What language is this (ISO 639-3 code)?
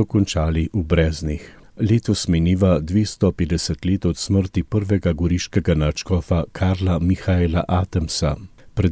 slv